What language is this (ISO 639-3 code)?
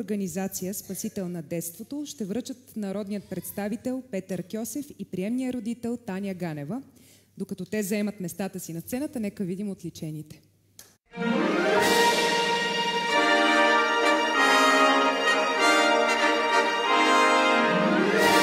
bul